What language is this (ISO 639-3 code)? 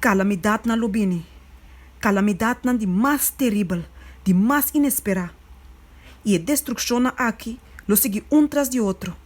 pap